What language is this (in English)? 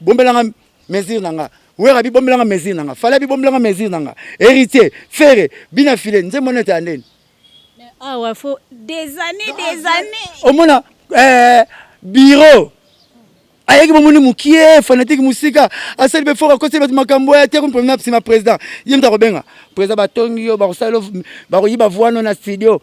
Lingala